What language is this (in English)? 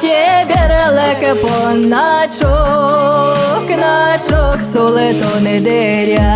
Udmurt